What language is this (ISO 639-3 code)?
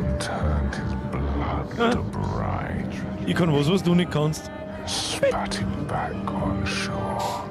bar